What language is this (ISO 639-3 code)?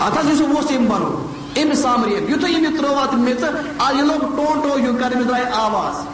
kas